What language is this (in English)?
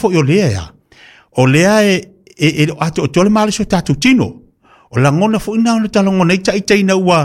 Samoan